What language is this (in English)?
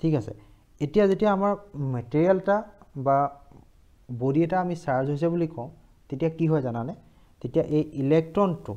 Assamese